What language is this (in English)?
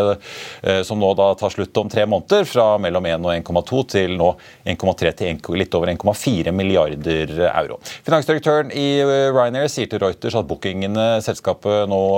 Norwegian